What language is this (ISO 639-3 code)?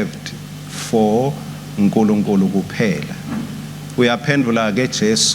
ssw